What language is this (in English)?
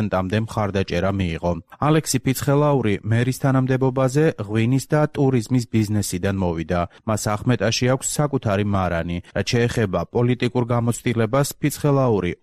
Georgian